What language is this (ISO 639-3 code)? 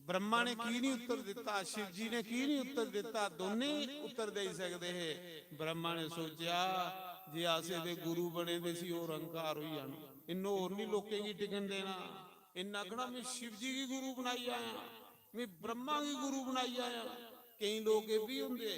doi